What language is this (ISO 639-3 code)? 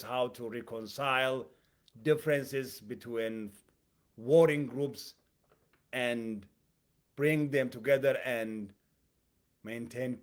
eng